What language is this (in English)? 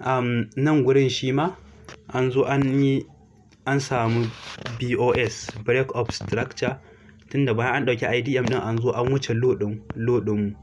Hausa